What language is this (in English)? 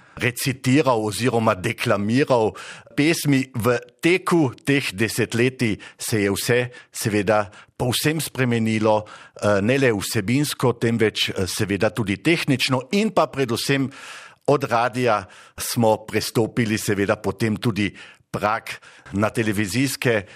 Slovenian